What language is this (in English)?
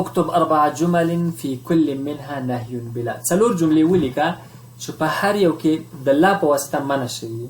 Pashto